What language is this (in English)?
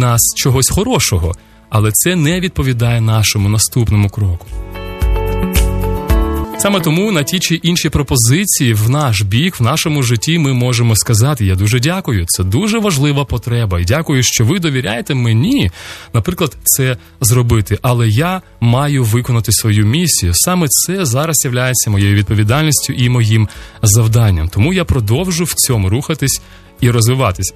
Ukrainian